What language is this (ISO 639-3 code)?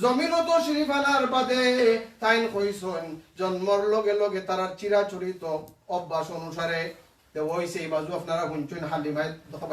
syl